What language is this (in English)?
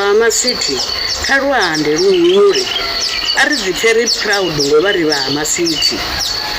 Venda